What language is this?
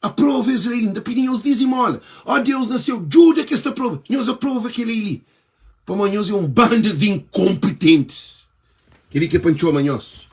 Kabuverdianu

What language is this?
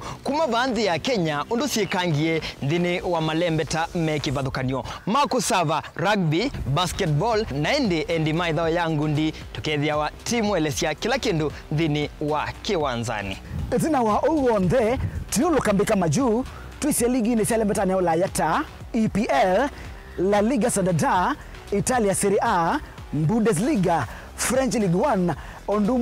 Kamba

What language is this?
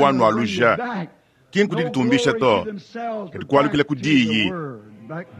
Luba-Lulua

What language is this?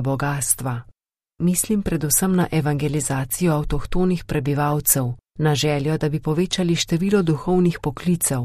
Slovenian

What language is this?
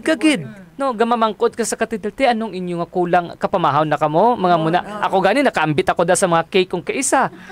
Hiligaynon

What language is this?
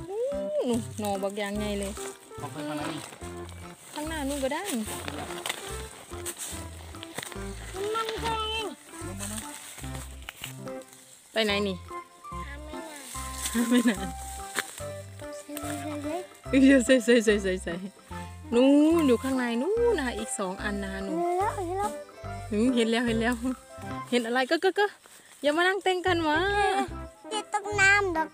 Thai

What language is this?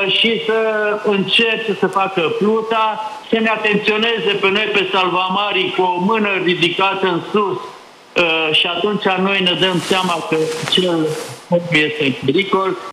Romanian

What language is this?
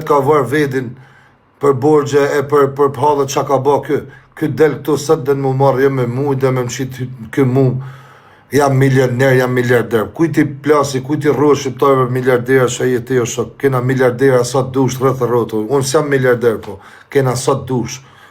Albanian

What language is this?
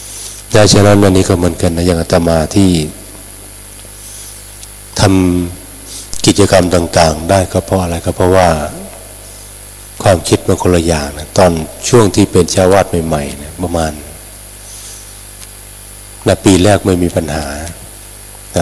Thai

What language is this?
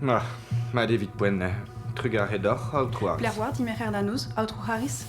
Breton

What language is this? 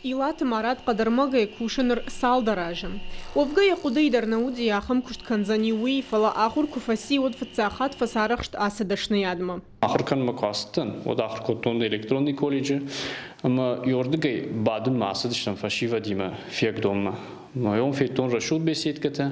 Ossetic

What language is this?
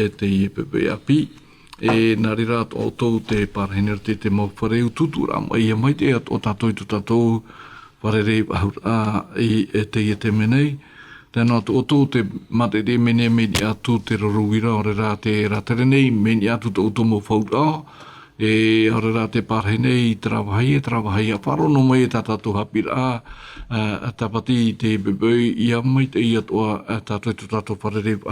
Tahitian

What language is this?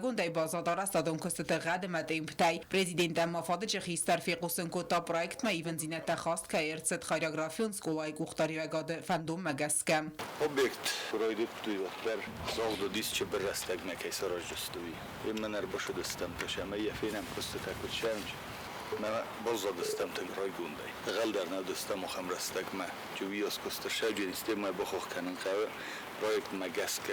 Ossetic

